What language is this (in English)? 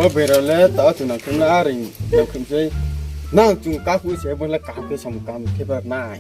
Riang (India)